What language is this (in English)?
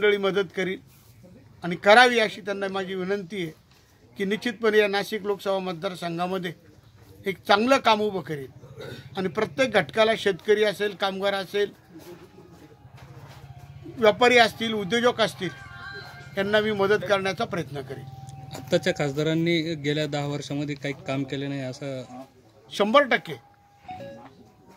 Marathi